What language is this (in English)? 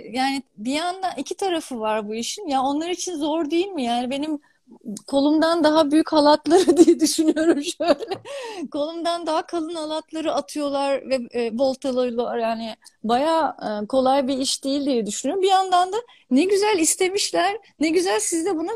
Turkish